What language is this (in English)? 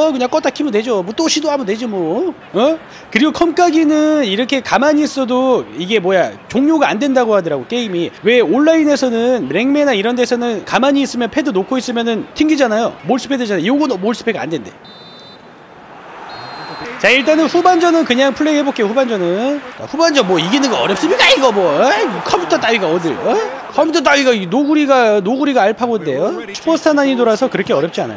Korean